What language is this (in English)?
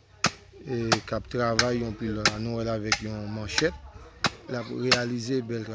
Haitian Creole